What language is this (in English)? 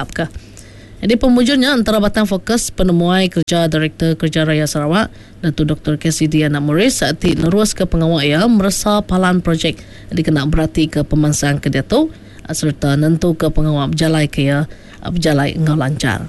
Iban